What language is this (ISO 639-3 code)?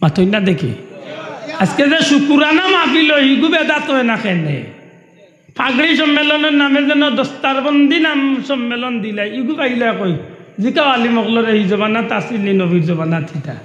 syl